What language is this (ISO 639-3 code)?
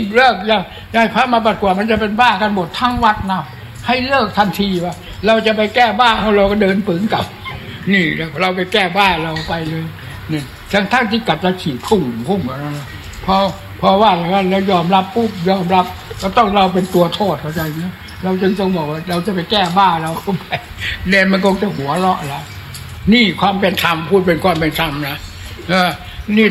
tha